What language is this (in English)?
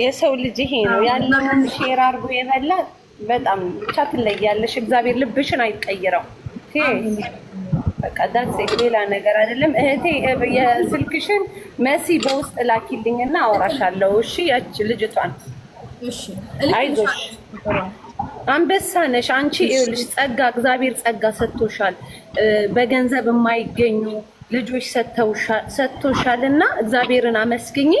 Amharic